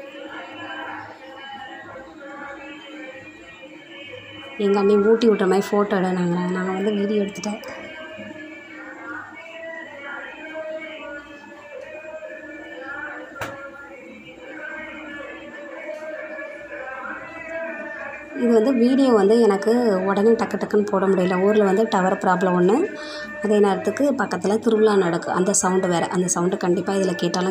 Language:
Tamil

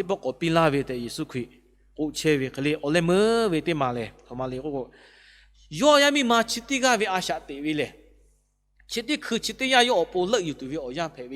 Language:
Lahu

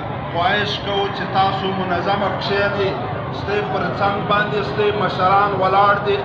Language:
Pashto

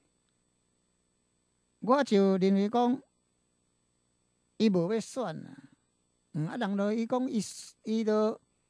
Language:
Min Nan Chinese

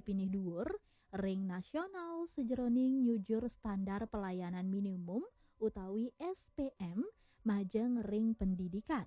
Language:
Balinese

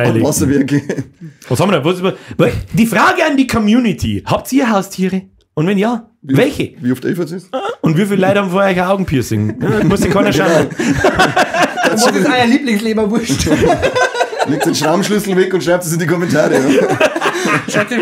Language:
Bavarian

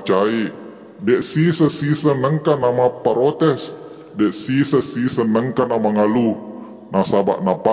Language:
Buginese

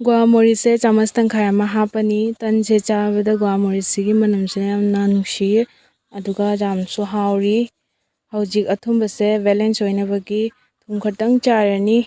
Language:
Manipuri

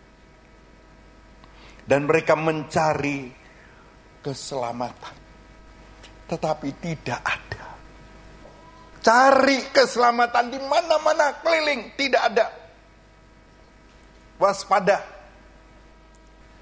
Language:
Indonesian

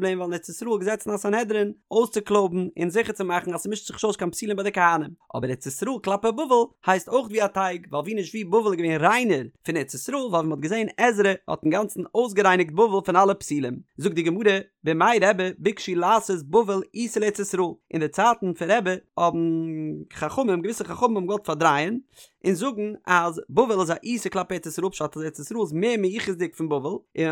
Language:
Yiddish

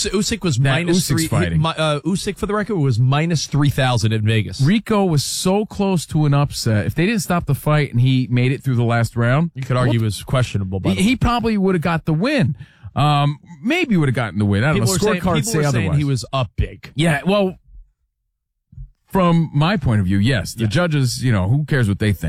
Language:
English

